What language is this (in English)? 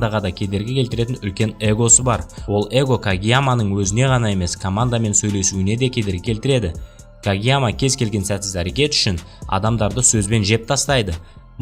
Kazakh